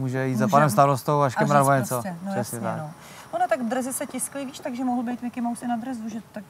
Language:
Czech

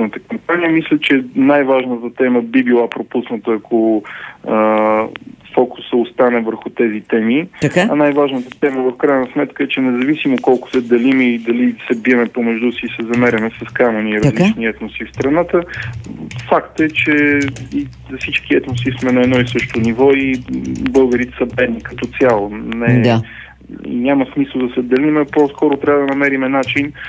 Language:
Bulgarian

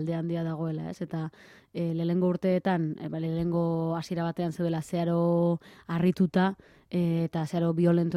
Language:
Basque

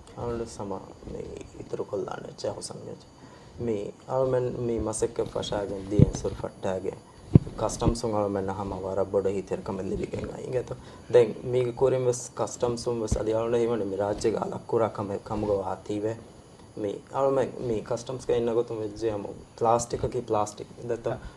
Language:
Divehi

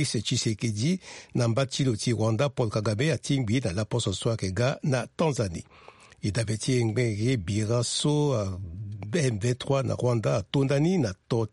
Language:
Sango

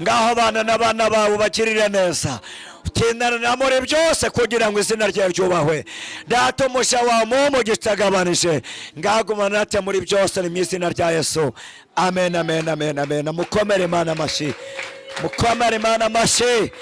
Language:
Kinyarwanda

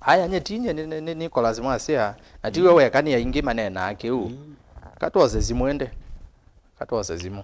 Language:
Kamba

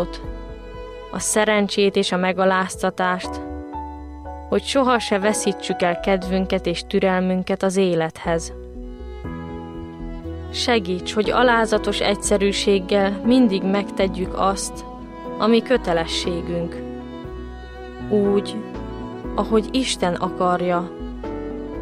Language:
Hungarian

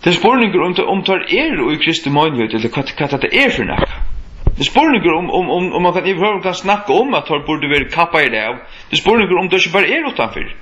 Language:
Faroese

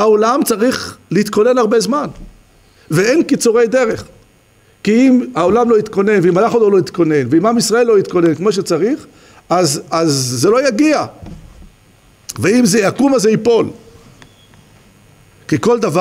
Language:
Hebrew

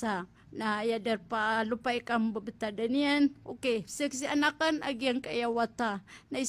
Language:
Maranao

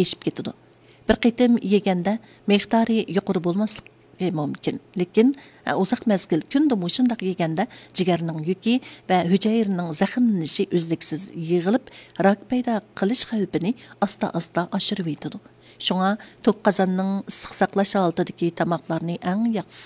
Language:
Uyghur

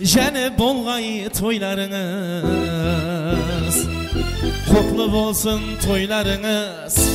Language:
Kara-Kalpak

